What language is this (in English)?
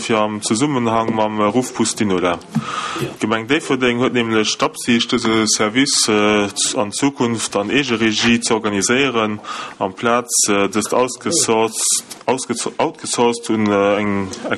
Luxembourgish